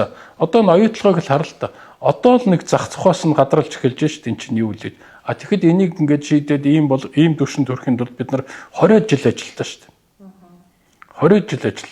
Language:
Mongolian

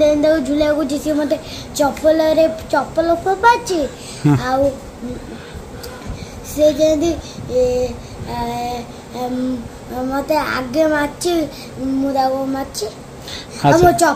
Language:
Odia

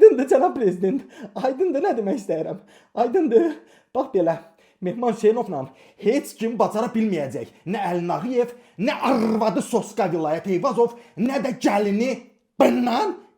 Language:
Azerbaijani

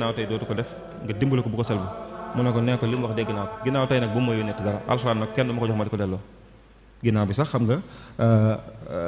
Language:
Wolof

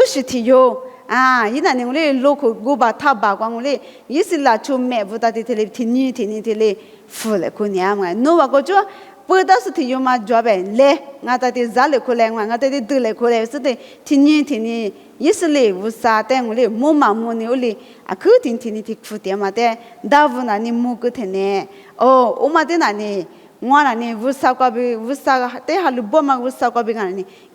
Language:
Lisu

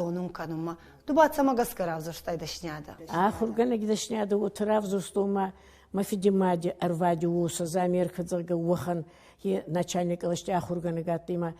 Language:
Ossetic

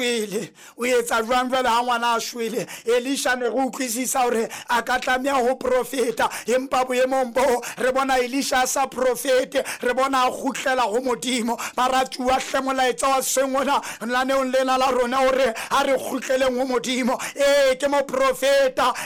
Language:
Southern Sotho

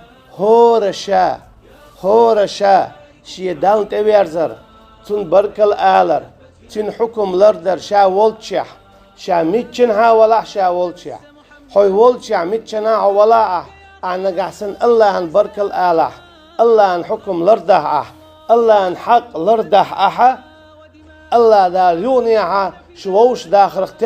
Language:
Chechen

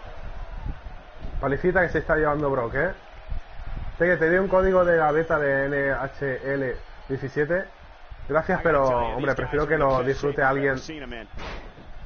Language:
Spanish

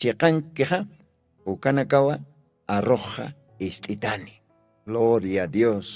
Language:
Aymara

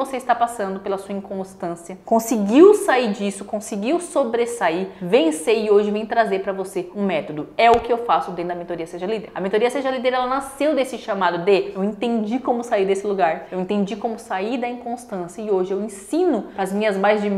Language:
Portuguese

